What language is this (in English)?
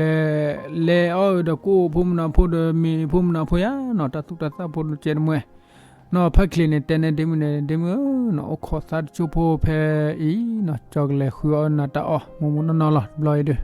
S'gaw Karen